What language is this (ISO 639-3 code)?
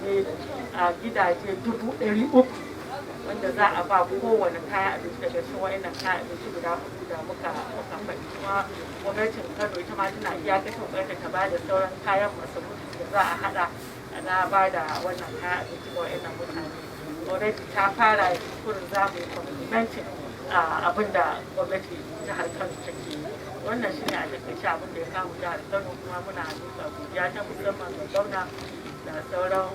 hau